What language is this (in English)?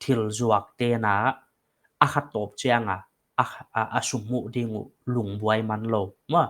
Paite Chin